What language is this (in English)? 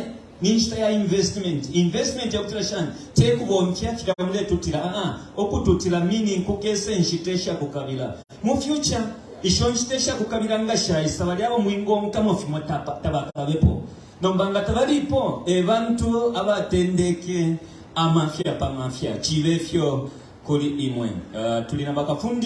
Bemba